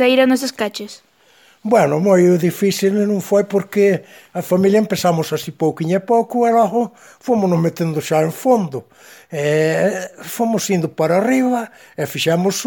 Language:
Galician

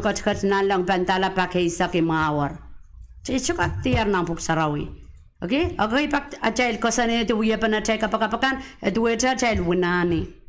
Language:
Pohnpeian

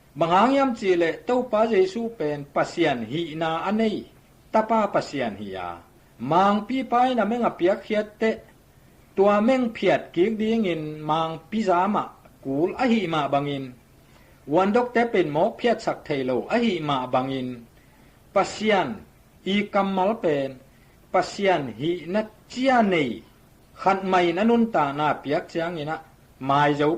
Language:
Tedim Chin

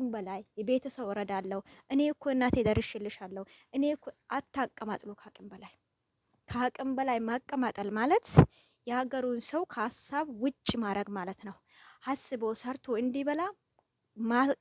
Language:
Amharic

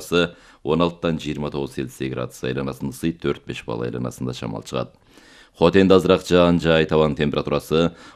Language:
Kyrgyz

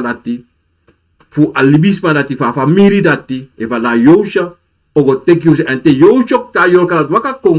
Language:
Sranan Tongo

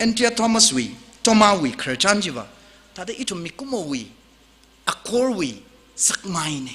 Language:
Tangkhul Naga (India)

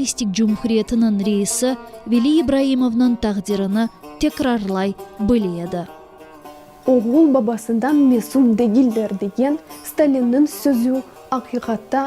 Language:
Crimean Tatar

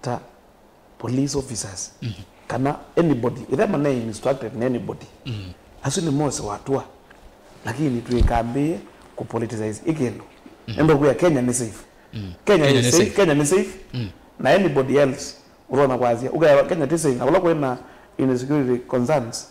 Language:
Kamba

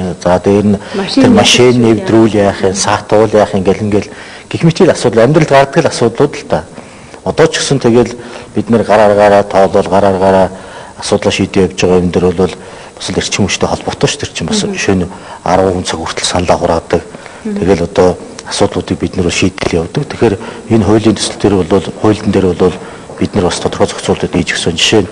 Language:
Mongolian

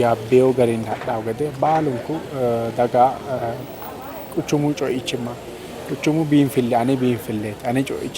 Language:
Sidamo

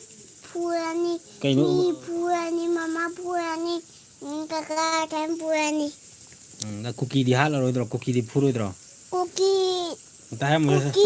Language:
Manipuri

